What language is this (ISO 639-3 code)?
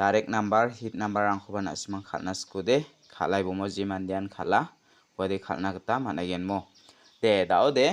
grt